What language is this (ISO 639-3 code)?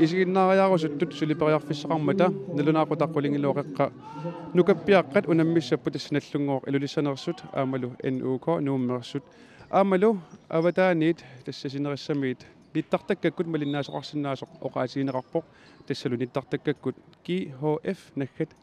kal